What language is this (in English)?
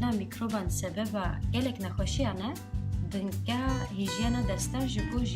Kurdish